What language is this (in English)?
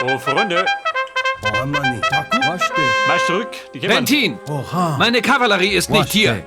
Bavarian